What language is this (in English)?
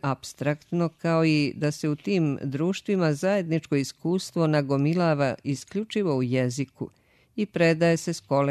Serbian